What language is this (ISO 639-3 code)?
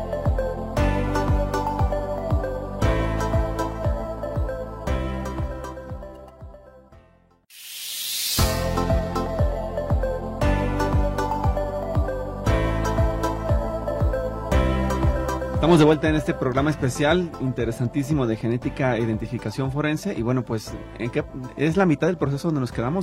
spa